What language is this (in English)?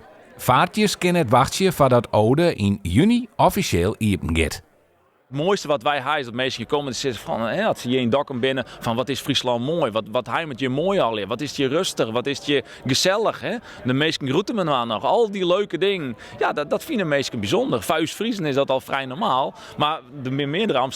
Western Frisian